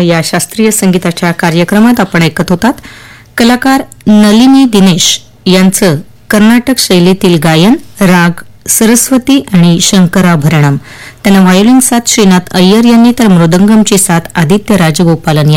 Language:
Marathi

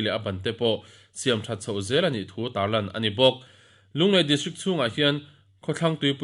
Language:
Mizo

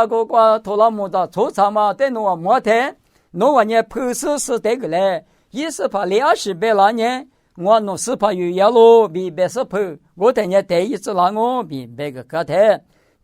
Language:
Lisu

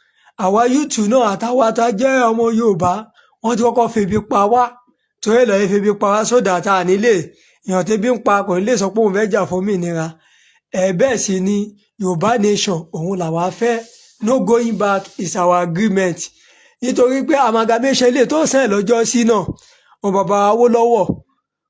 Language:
Yoruba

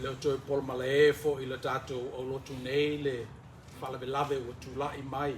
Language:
Samoan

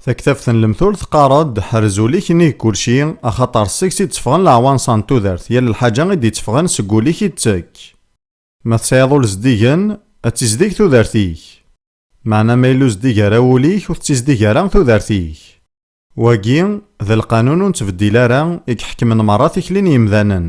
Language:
Kabyle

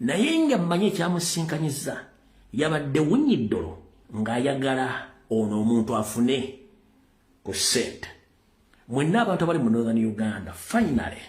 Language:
Ganda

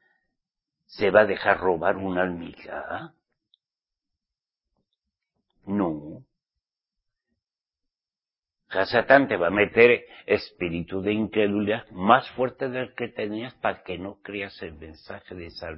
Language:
Spanish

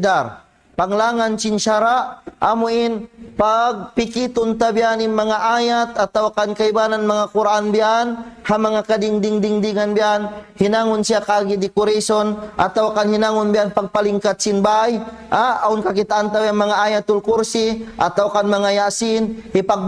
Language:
Tausug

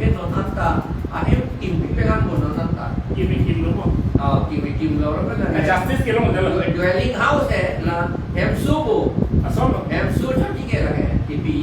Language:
Karbi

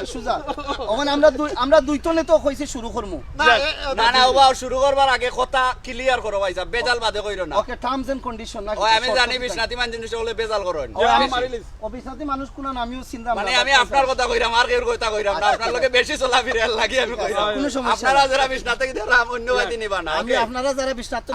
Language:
Sylheti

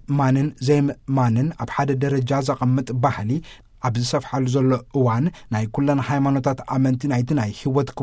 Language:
Tigrinya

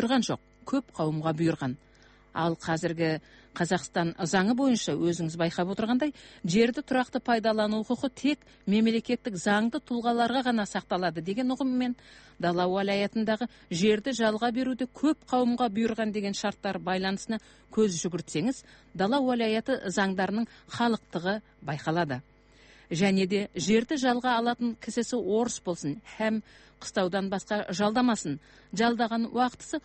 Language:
Kazakh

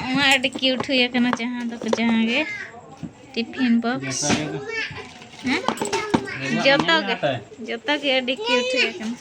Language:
Santali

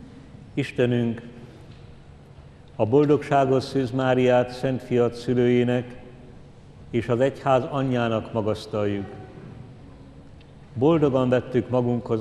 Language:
Hungarian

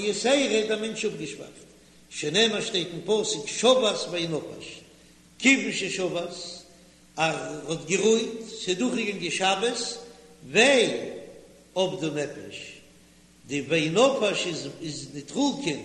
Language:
Yiddish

